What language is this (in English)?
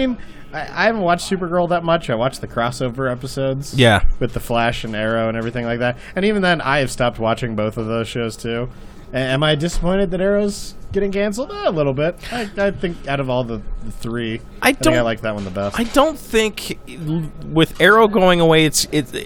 English